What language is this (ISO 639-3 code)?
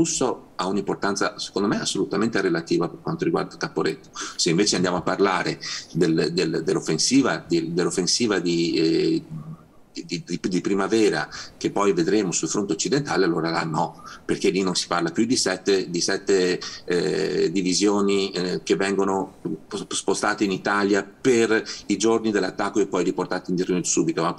ita